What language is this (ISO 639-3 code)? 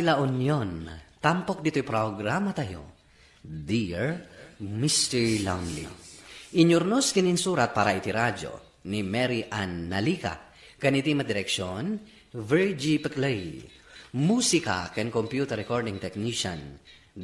ilo